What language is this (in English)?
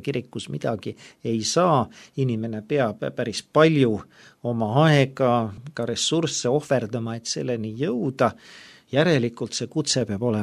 Estonian